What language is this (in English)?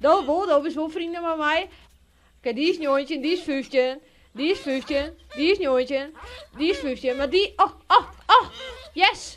Western Frisian